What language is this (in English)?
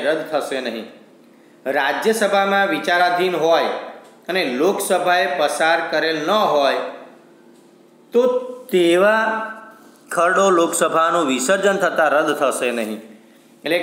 Gujarati